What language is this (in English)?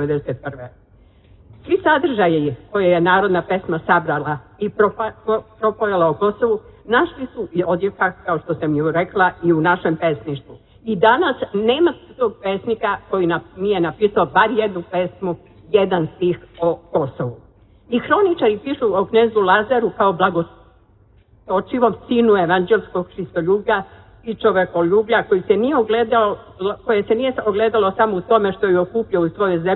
Serbian